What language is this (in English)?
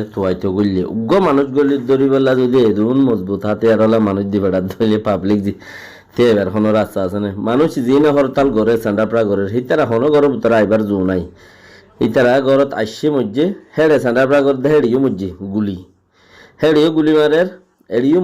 Rohingya